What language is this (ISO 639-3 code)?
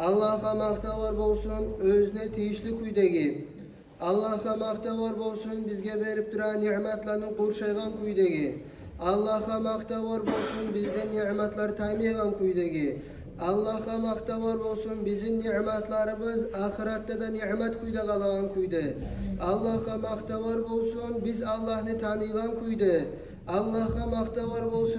kum